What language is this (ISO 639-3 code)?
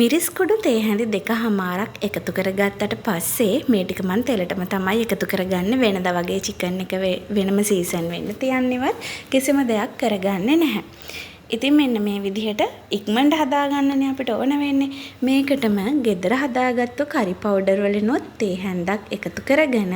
sin